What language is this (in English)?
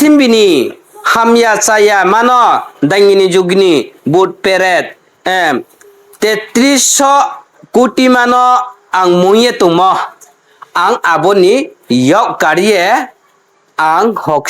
Riang (India)